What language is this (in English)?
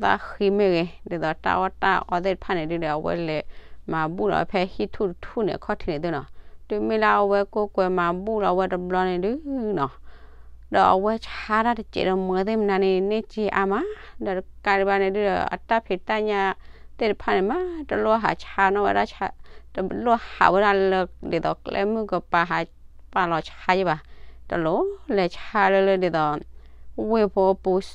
S'gaw Karen